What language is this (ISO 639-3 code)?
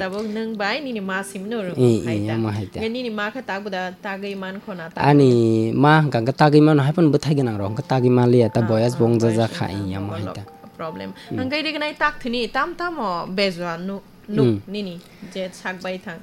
trp